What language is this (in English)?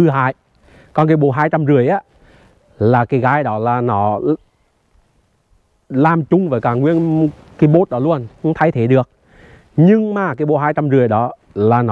Vietnamese